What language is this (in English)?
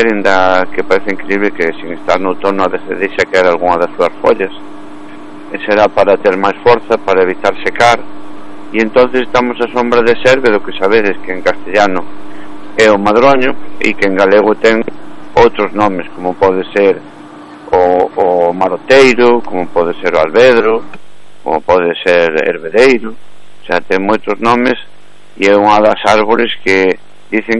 Galician